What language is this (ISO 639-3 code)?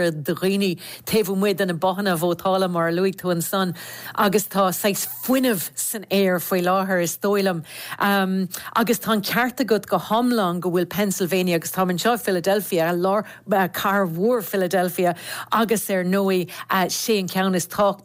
gle